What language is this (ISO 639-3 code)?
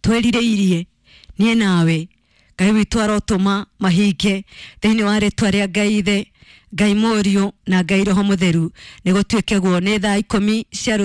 kik